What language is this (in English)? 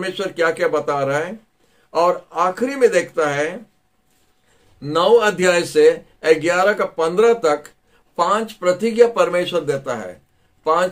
Hindi